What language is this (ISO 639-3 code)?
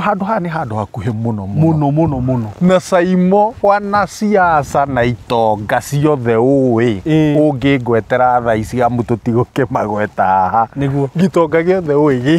kik